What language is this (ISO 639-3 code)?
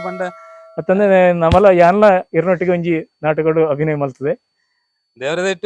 tcy